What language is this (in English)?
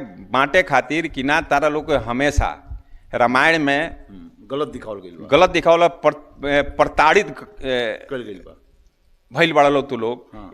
Bhojpuri